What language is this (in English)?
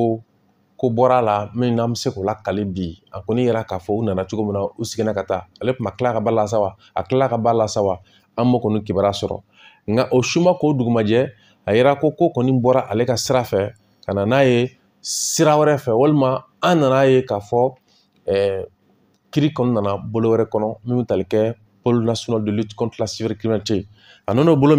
Bambara